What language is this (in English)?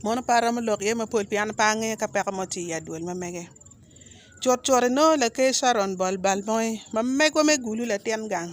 Acoli